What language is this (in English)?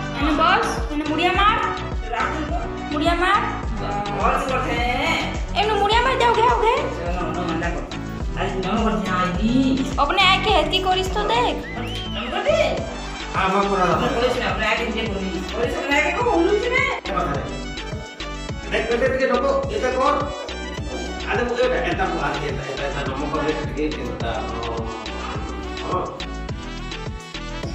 Hindi